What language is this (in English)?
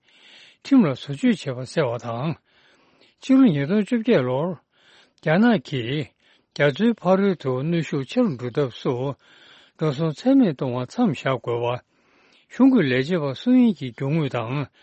Tibetan